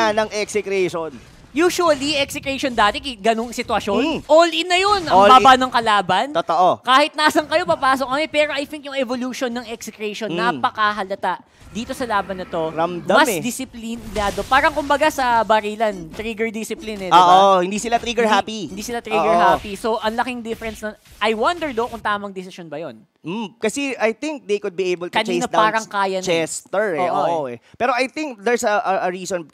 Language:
Filipino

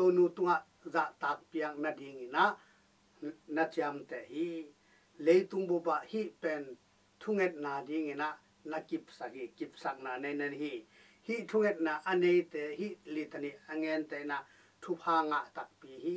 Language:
Tedim Chin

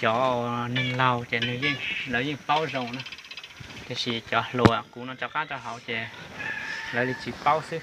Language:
Hmong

